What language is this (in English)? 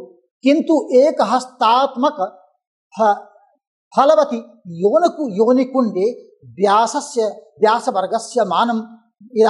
Sanskrit